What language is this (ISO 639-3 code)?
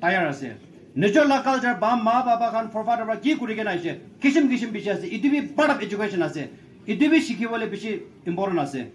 nag